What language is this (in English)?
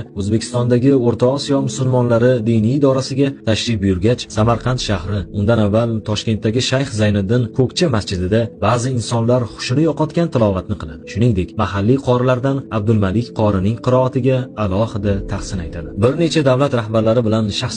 Uzbek